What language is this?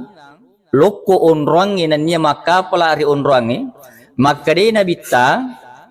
Buginese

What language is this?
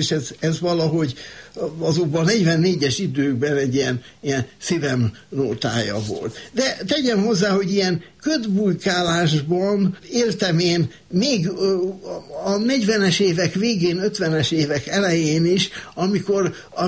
Hungarian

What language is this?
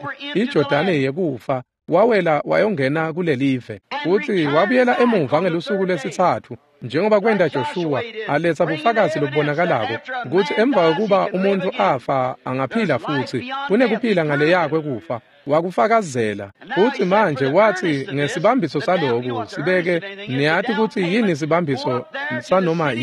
Swati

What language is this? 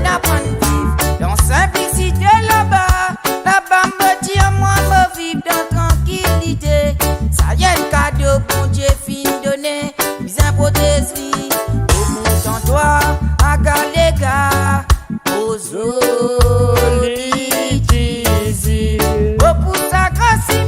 Morisyen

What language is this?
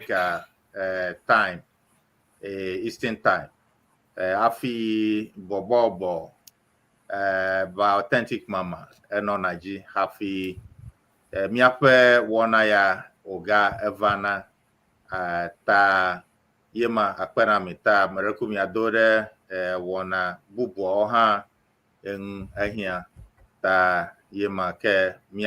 Ewe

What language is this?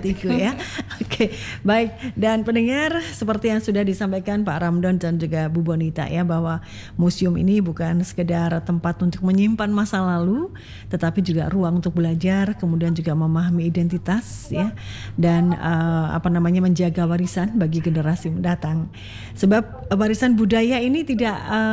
Indonesian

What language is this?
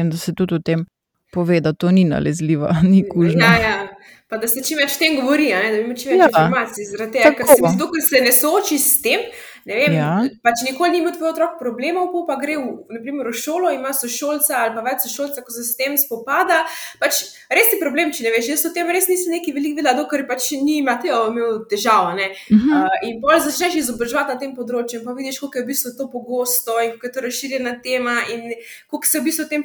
Slovenian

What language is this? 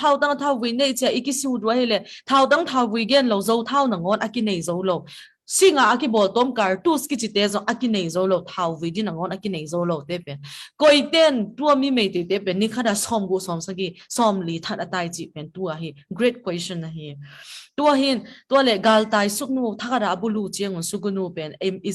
Tedim Chin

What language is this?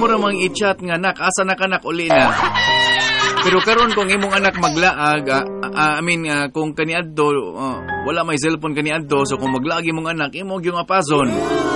Cebuano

